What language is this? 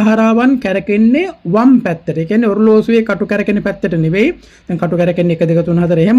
Sinhala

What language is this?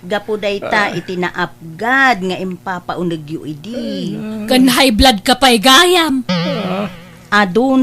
Iloko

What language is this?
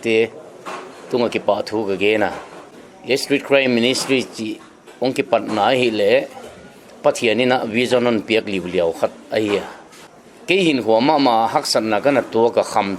Paite Chin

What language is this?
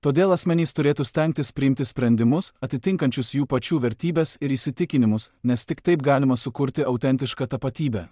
Lithuanian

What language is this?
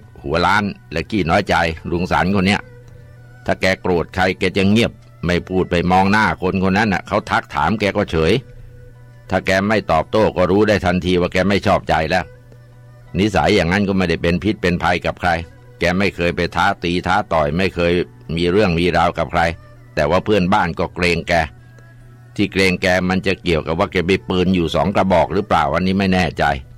Thai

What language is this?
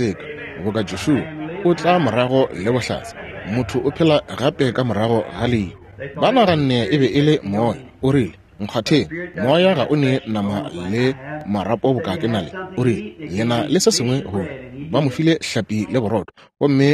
Northern Sotho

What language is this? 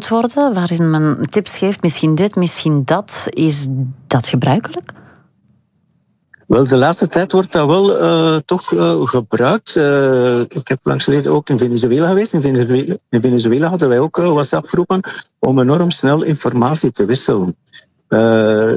Dutch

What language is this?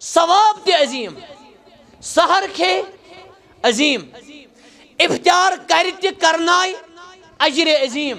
Kashmiri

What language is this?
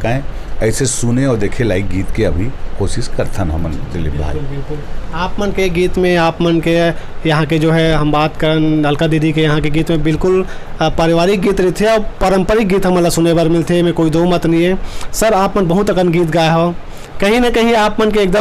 Chhattisgarhi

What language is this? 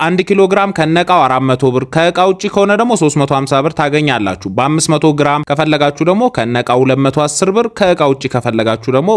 Amharic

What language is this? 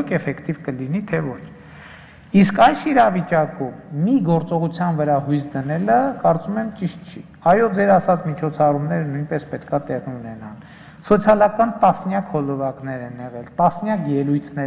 Armenian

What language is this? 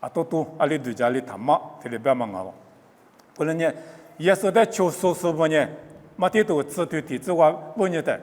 Lisu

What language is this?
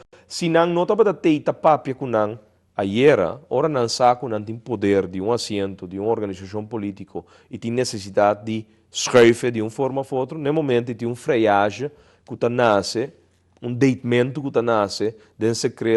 Papiamento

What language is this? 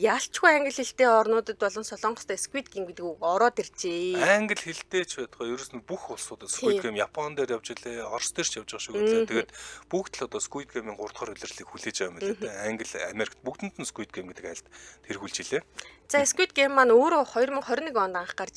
Mongolian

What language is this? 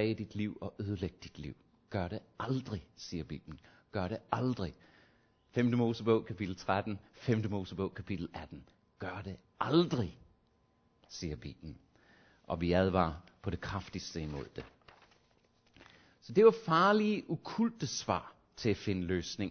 Danish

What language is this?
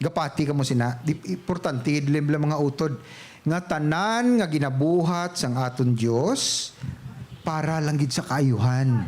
Hiligaynon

